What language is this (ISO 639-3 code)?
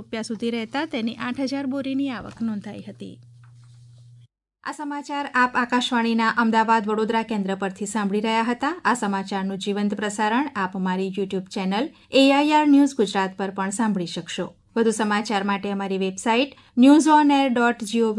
guj